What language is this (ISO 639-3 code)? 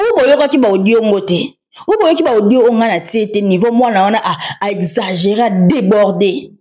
lin